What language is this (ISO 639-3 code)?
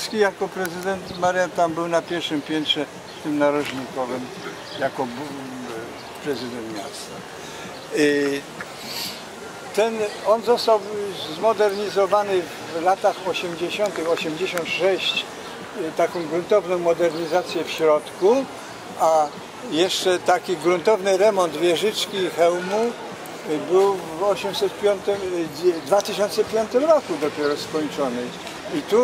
pol